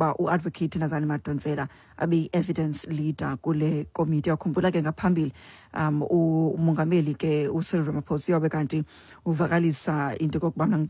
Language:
Xhosa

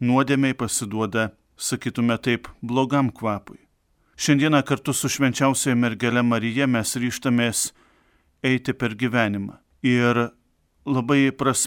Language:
Lithuanian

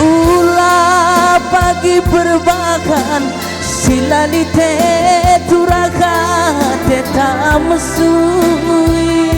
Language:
Batak Karo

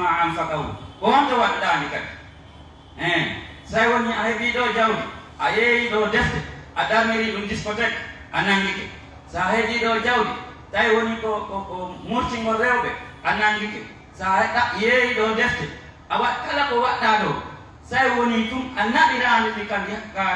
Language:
Pular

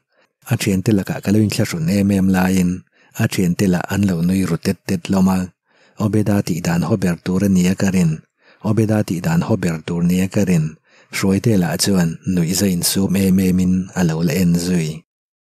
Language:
Mizo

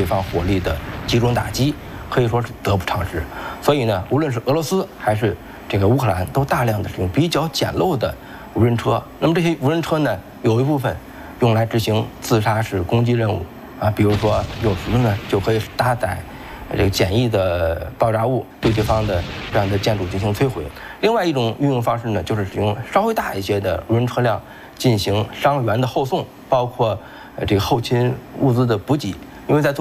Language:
Chinese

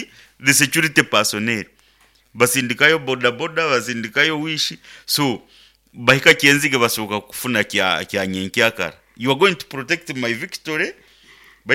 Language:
Nyankole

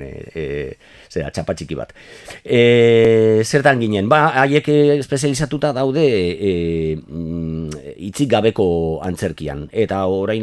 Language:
Basque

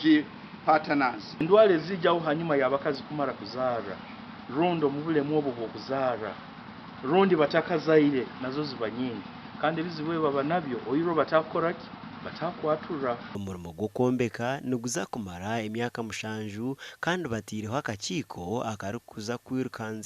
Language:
Nyankole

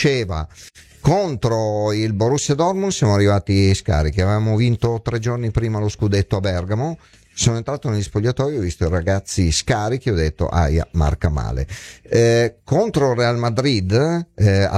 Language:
Italian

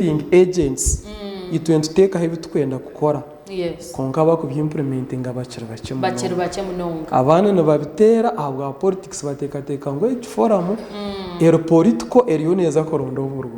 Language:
Nyankole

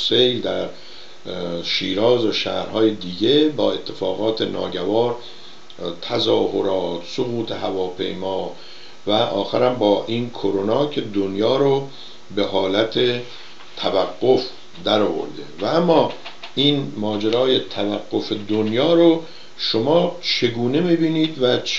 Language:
Persian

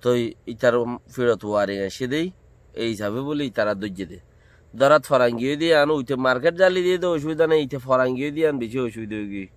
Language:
Rohingya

